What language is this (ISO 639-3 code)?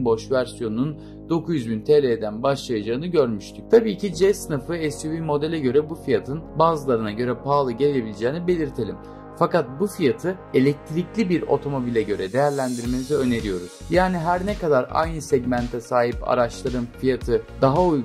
tur